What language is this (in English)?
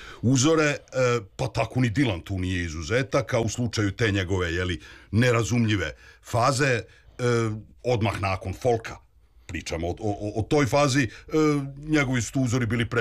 Serbian